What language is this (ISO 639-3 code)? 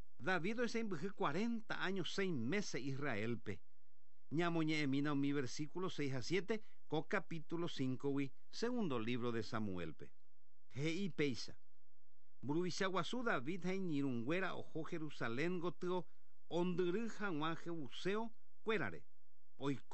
grn